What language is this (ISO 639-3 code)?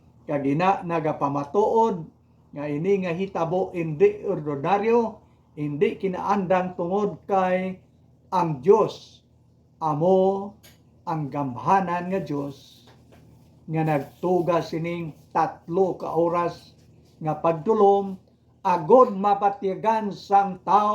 hil